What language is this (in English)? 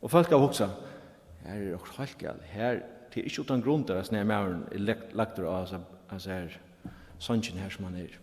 Faroese